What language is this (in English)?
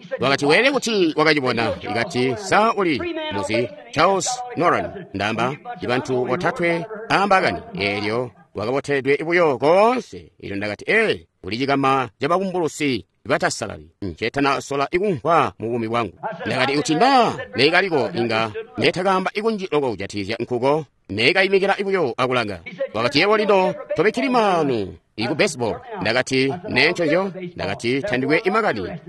Tonga (Zambia)